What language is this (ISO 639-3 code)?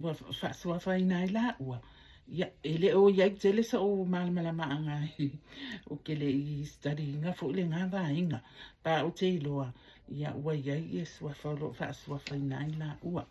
smo